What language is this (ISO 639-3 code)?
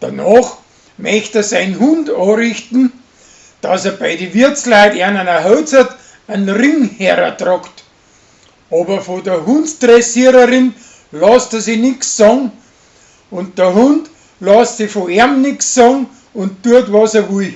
bar